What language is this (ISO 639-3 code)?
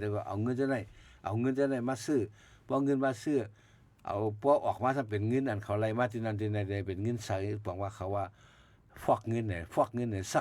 shn